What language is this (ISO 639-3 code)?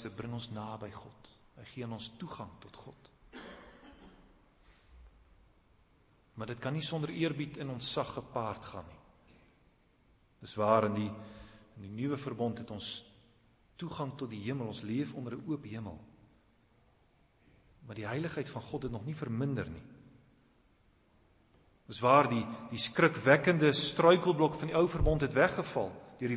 afr